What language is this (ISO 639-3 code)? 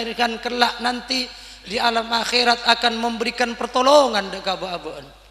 mad